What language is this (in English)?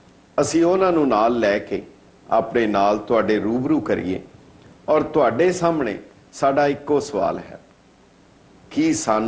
Punjabi